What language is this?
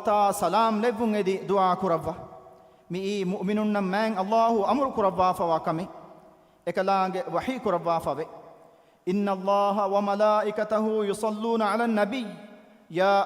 Divehi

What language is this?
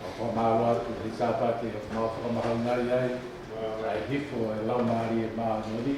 Tongan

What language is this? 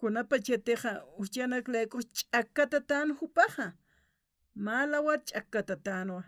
Aymara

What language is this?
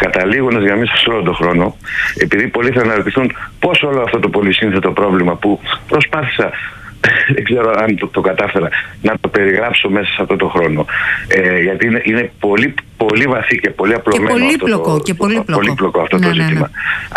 Greek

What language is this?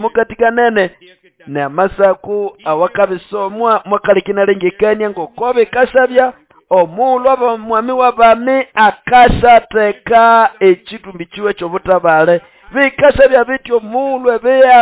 Nande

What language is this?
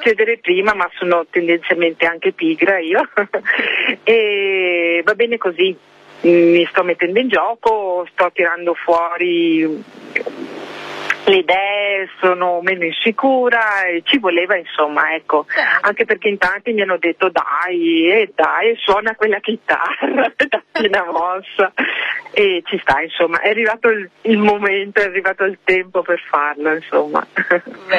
Italian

